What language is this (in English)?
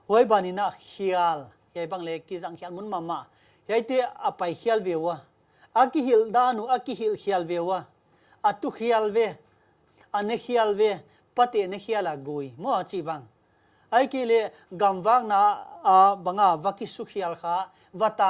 Paite Chin